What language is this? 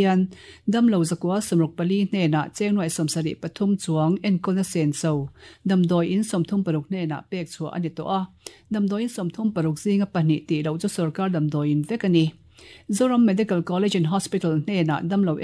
Mizo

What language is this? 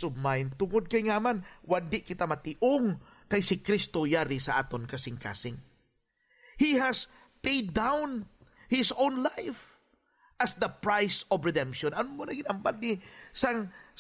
Hiligaynon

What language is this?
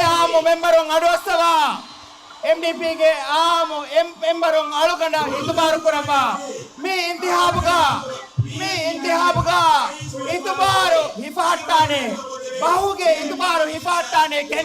Divehi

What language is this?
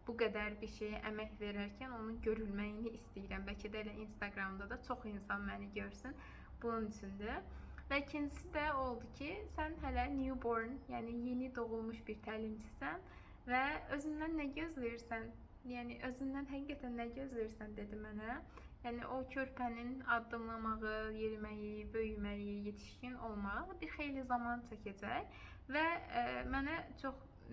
Azerbaijani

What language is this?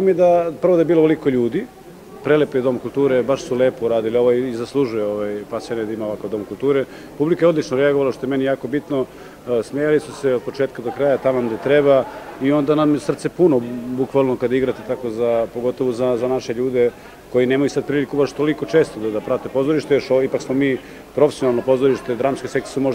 Serbian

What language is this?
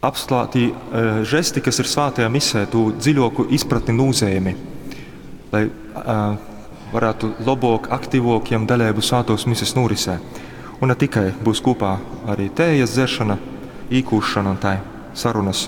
Latgalian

